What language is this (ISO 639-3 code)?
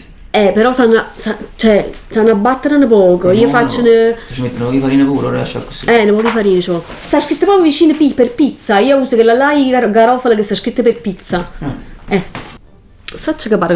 nap